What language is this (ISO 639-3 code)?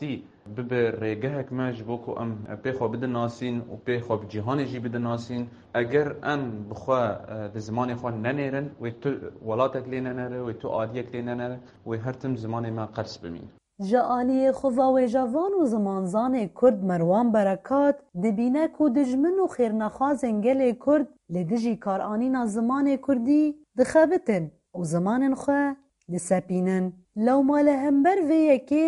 kur